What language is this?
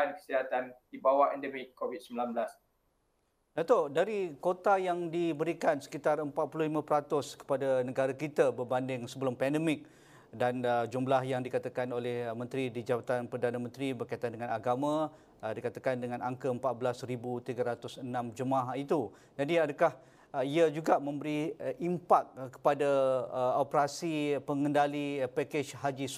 Malay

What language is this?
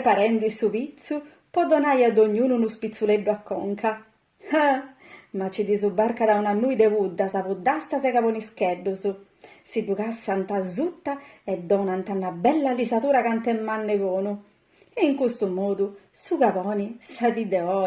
Sardinian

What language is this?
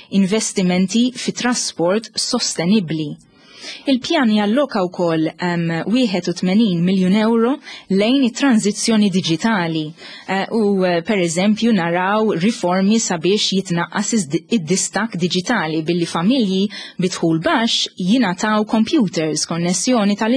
Maltese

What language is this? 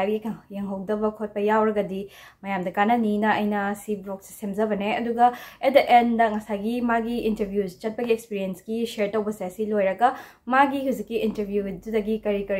Manipuri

